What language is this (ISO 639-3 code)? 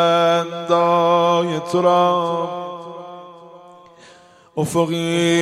fas